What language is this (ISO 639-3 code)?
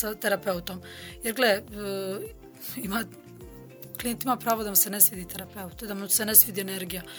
bos